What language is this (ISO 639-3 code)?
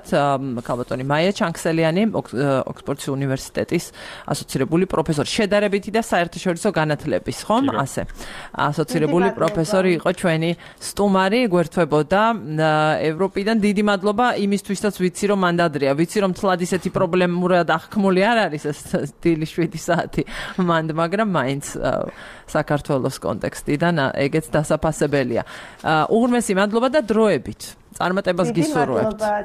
kat